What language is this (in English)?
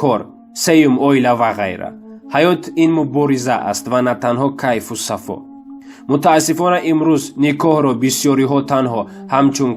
Tajik